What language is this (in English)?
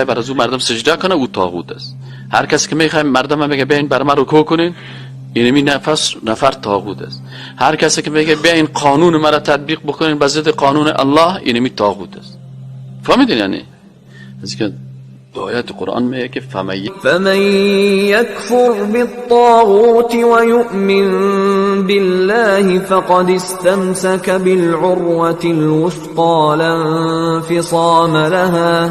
Persian